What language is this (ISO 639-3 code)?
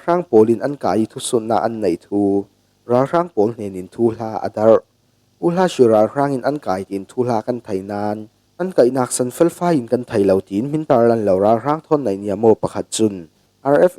cfm